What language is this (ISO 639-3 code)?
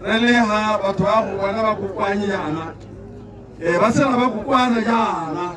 tsn